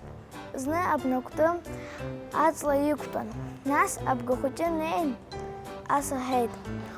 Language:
Abkhazian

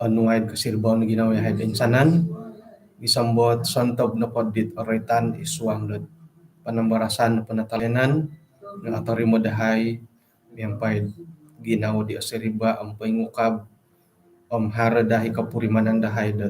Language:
Central Dusun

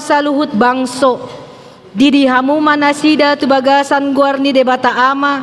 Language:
Batak Toba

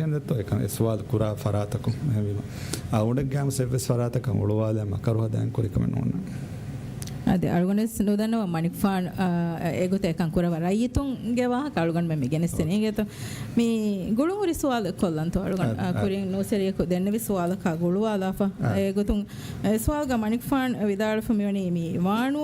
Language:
Divehi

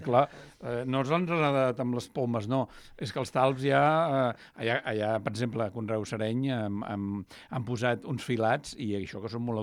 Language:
Catalan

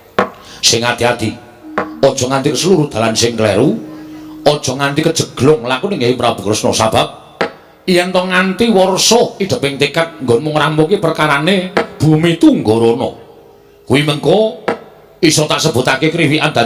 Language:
Javanese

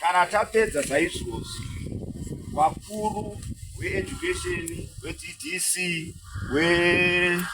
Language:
Shona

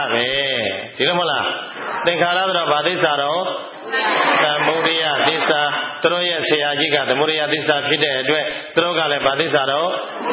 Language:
Burmese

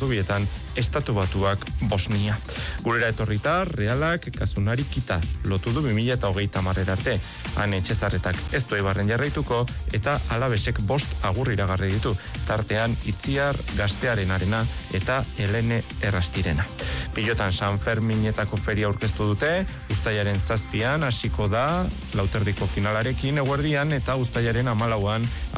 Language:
Basque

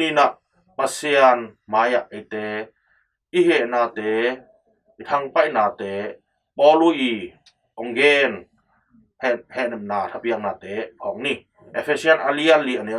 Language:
Tedim Chin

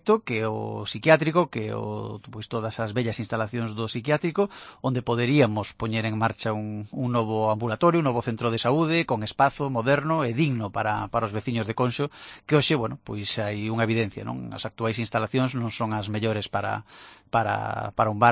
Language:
Galician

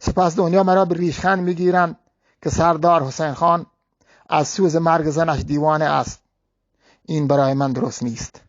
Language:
Eastern Balochi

